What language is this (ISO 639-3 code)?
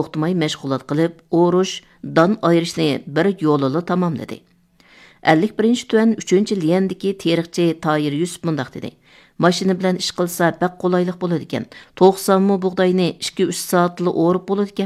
uig